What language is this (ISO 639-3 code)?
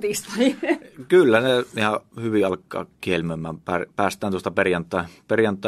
fin